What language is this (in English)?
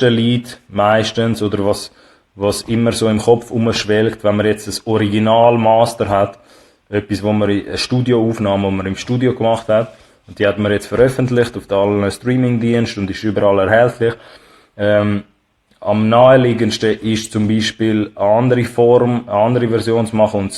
Swiss German